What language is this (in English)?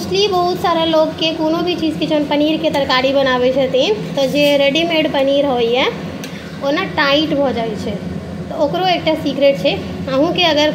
Maithili